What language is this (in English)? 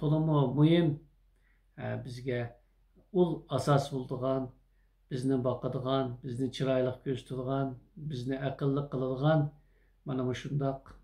Uyghur